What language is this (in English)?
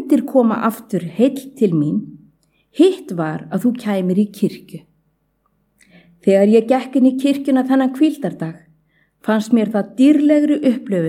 Icelandic